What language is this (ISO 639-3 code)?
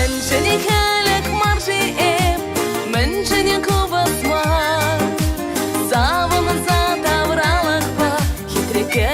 chv